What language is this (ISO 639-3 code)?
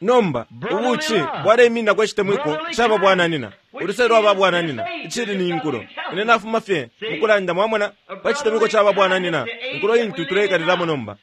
bem